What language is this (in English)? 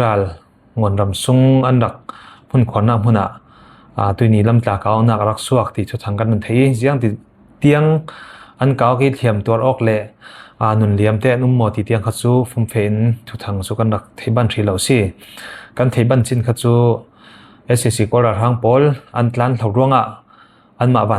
Falam Chin